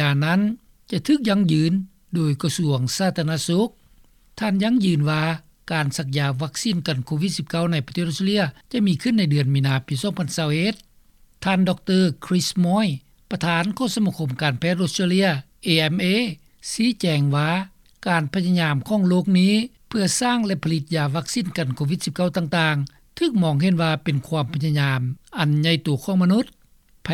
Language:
Lao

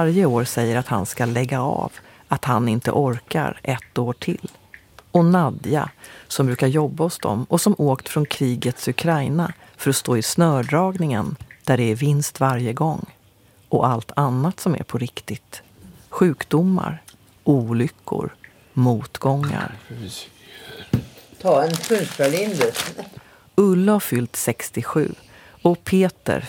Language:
Swedish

